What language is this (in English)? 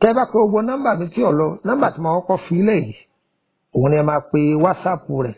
Yoruba